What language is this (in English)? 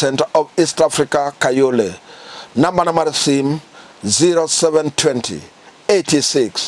Luo (Kenya and Tanzania)